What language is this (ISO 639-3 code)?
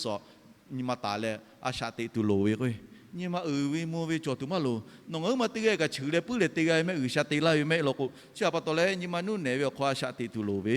lhu